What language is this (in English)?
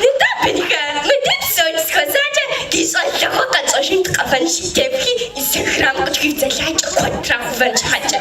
Kabardian